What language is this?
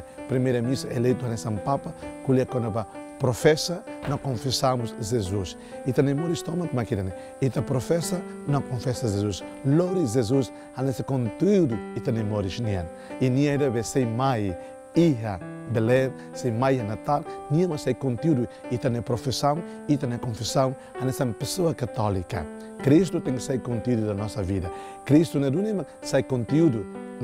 Tetum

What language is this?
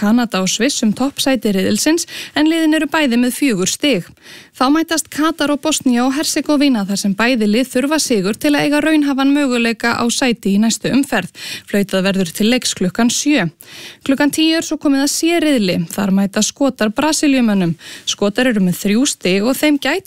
Icelandic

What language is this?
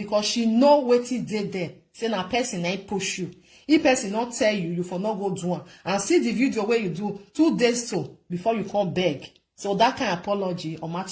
Nigerian Pidgin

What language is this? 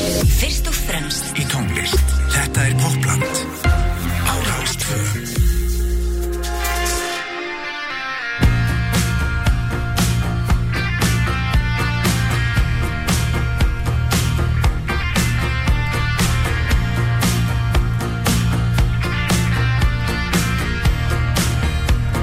Icelandic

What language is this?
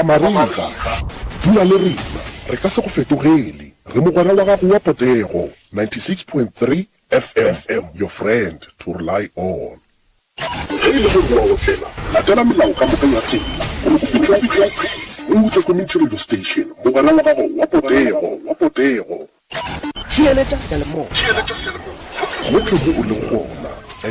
Northern Sotho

